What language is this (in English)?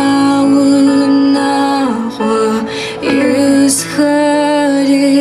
Adyghe